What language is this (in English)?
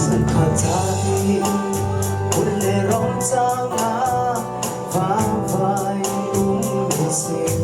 Falam Chin